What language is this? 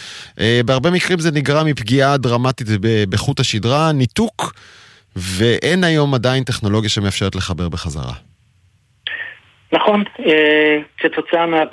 Hebrew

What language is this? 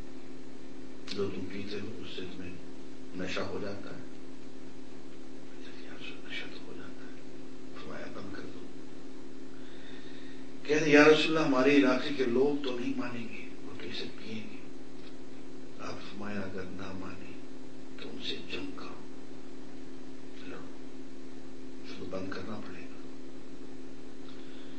Urdu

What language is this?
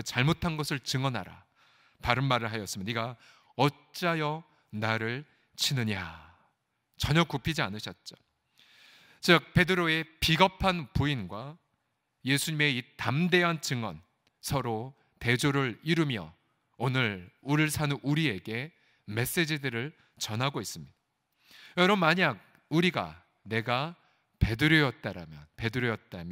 Korean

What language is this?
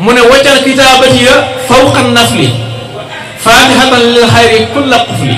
Wolof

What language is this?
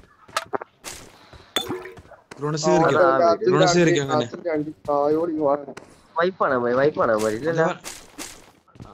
Malayalam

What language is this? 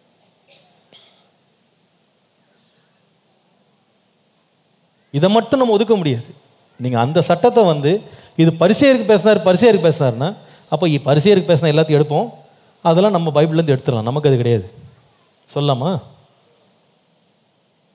Tamil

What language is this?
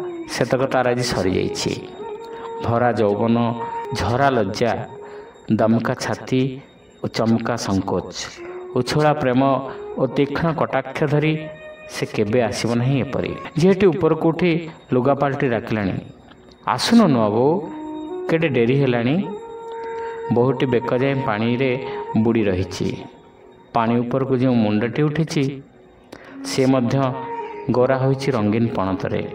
Odia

